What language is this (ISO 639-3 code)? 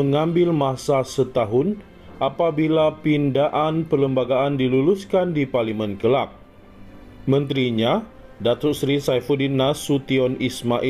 msa